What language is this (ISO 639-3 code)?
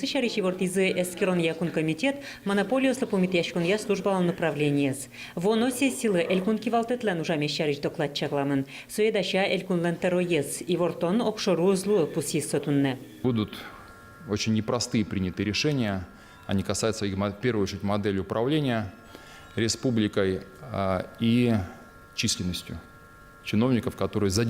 udm